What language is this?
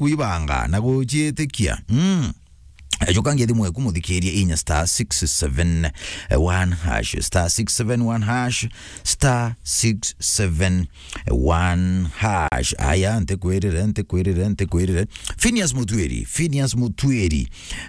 Meru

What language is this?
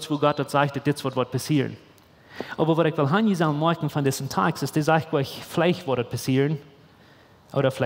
Plautdietsch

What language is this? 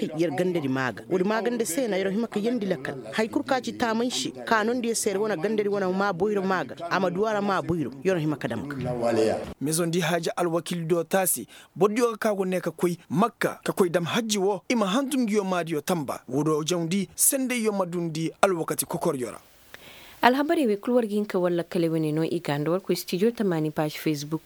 Koyraboro Senni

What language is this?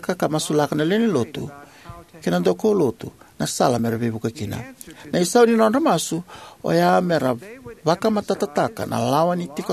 Fijian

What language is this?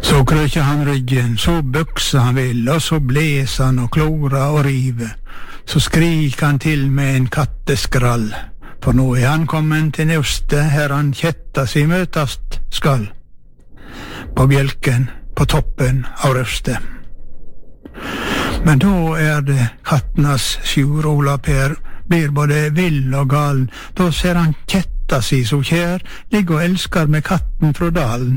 Norwegian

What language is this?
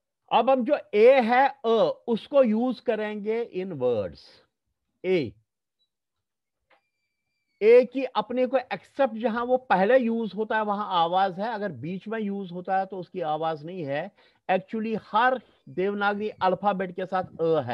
Hindi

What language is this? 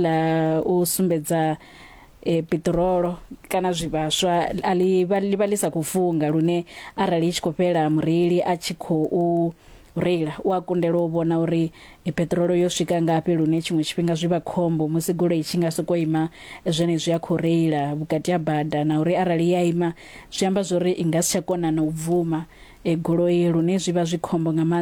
Venda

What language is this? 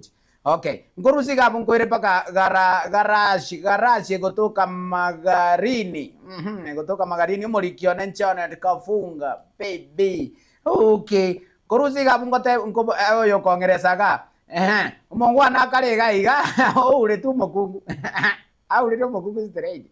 Gusii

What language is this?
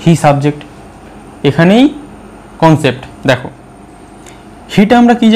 Bangla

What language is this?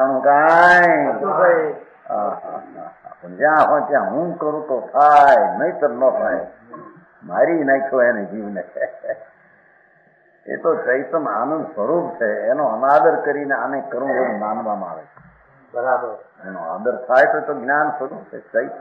Gujarati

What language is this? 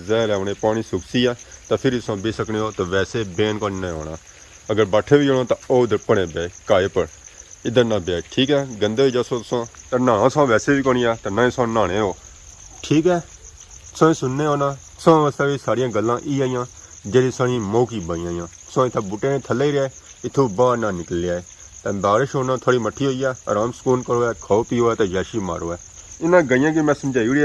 Pahari-Potwari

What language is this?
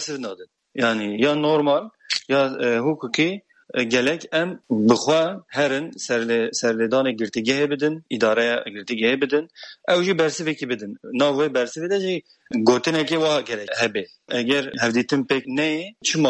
Kurdish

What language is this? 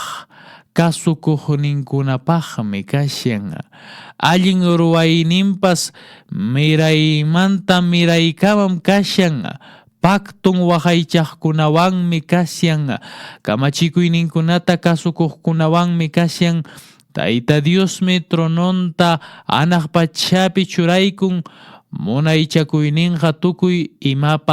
Quechua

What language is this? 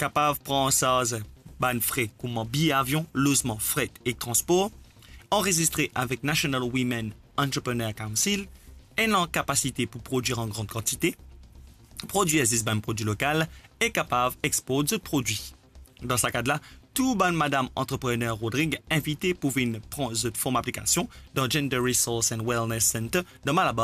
Morisyen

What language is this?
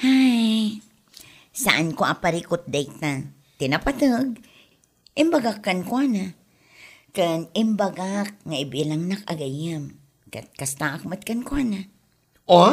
Iloko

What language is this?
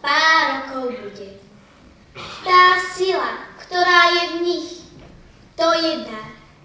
Slovak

